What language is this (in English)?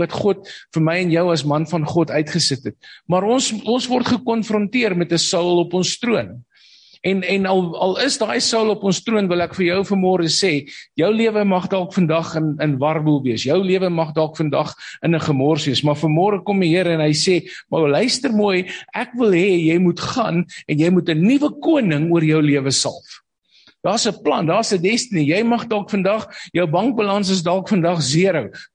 Afrikaans